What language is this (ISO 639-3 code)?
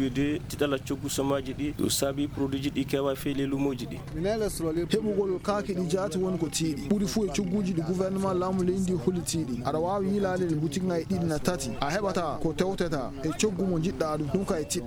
ful